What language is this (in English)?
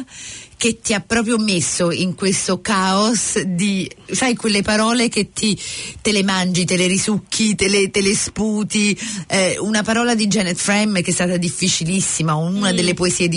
Italian